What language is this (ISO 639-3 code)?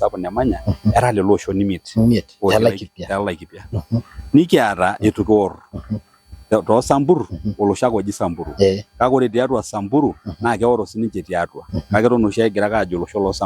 mas